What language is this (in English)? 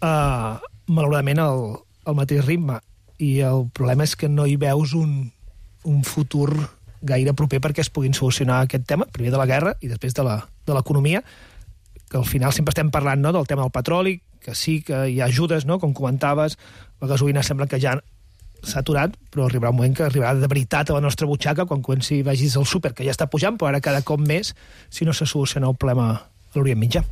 Catalan